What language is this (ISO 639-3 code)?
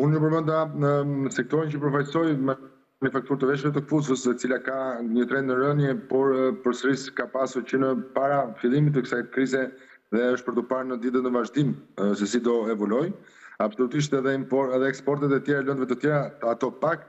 sqi